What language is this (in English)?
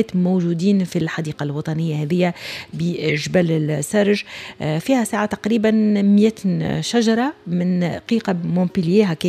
Tunisian Arabic